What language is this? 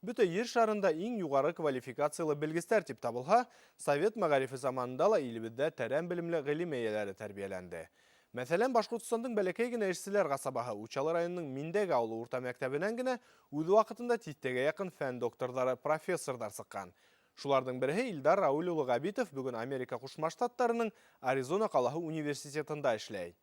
Bashkir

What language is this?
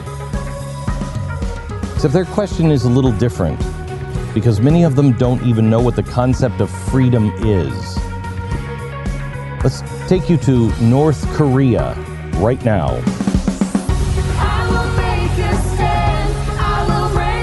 English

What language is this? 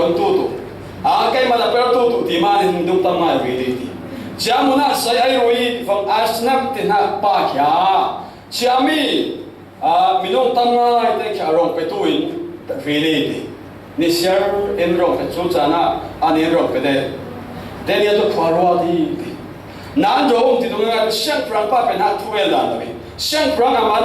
Falam Chin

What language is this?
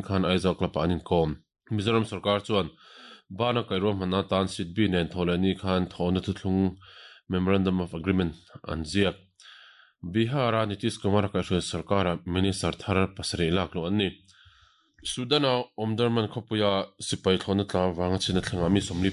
Mizo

